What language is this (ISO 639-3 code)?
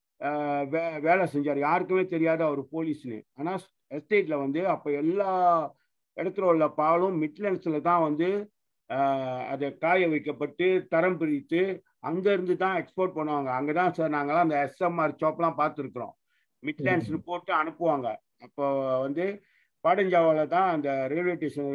tam